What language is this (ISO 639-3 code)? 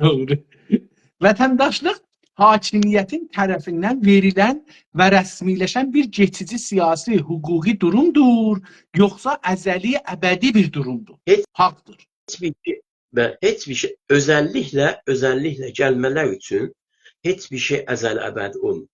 azb